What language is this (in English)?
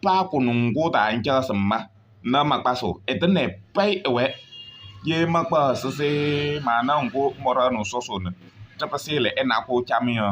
Kabiyè